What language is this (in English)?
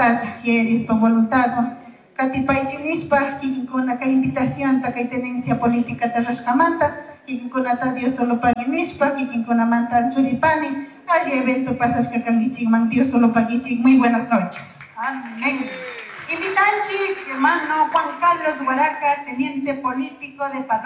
Chimborazo Highland Quichua